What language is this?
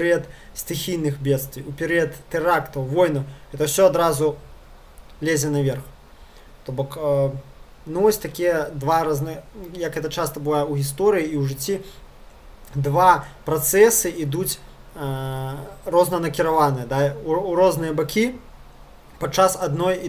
Belarusian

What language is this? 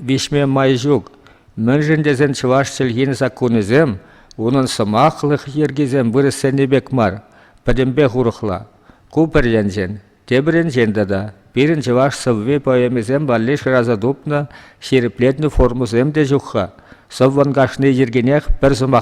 Chuvash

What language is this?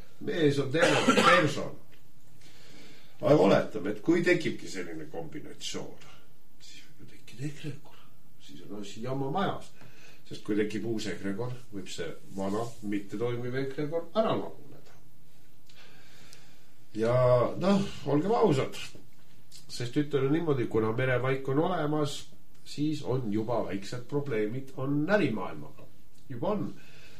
Estonian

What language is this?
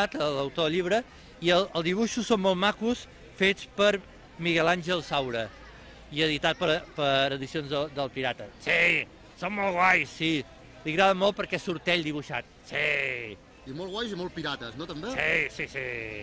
Catalan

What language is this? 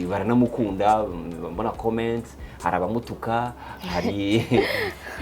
Kinyarwanda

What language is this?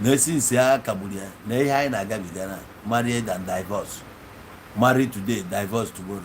Igbo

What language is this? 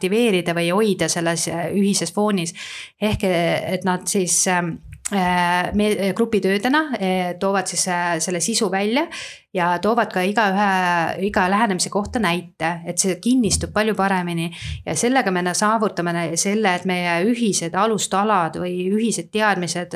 Estonian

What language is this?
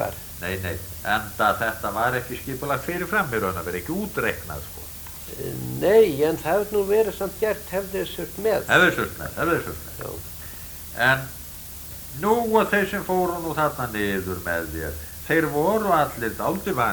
Icelandic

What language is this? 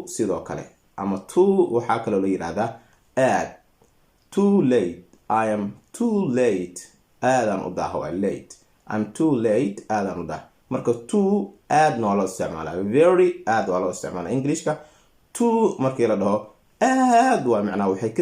Somali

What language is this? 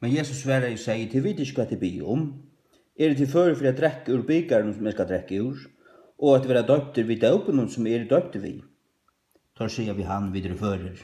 Faroese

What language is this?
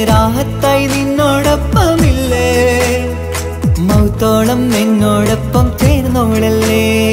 Malayalam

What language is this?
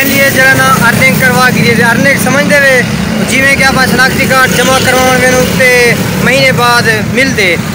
Saraiki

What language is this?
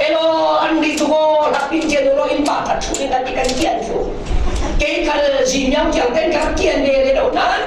Falam Chin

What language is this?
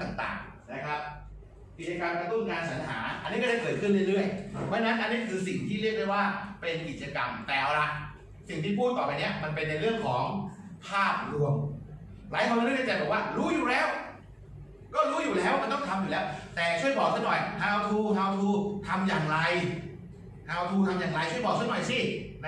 Thai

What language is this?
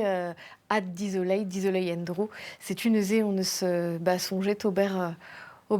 Breton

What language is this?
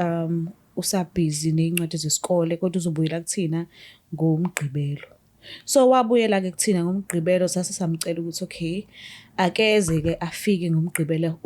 Zulu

